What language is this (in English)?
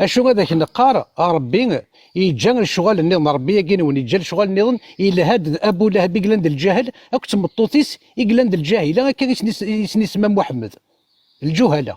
Kabyle